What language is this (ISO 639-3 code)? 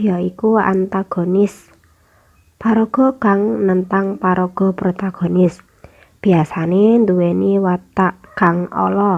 jav